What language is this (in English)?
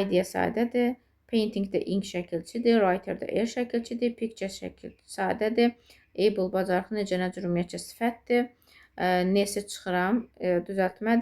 Azerbaijani